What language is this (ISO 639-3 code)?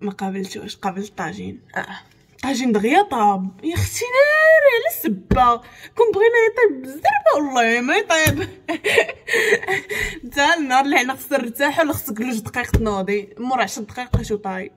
ary